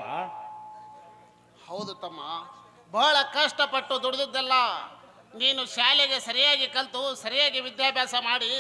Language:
Kannada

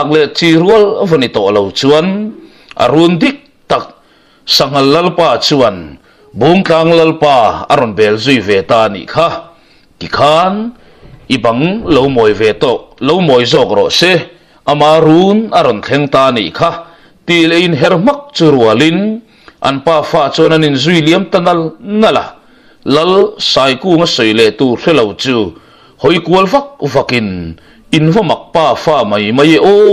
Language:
Mizo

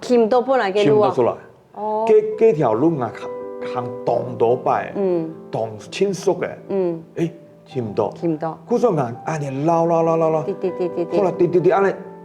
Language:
Hakka Chinese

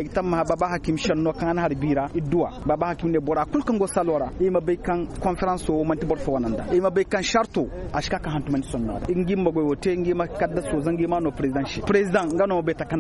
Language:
Koyraboro Senni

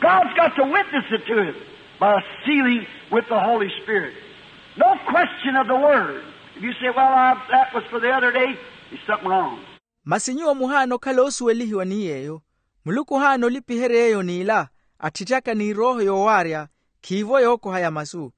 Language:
Makhuwa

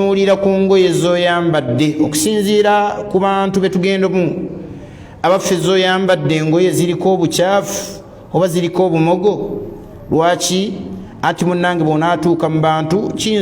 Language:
Ganda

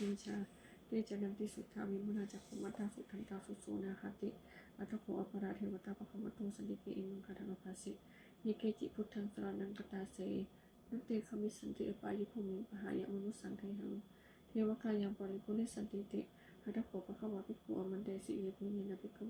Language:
Pali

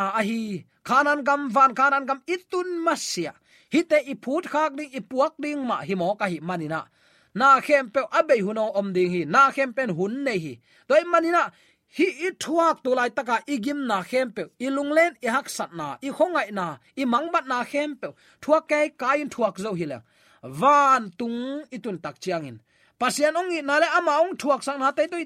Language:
Tedim Chin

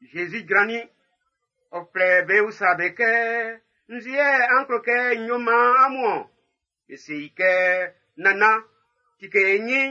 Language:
Baoulé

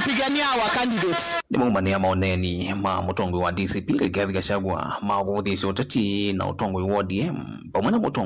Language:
Kamba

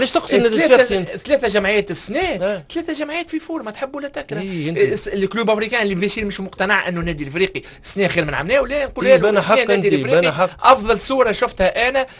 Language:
Tunisian Arabic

